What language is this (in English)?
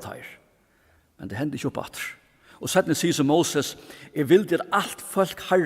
Faroese